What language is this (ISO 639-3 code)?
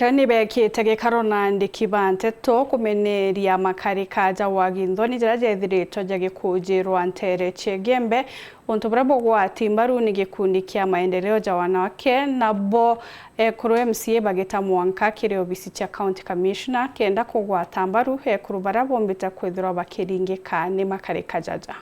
mer